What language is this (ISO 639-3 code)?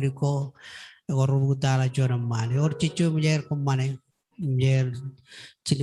mah